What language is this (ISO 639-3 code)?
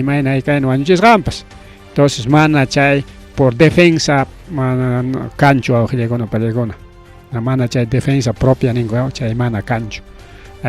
quy